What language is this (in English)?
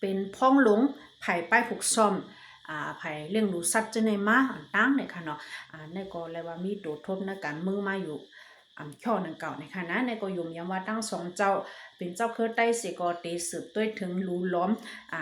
Shan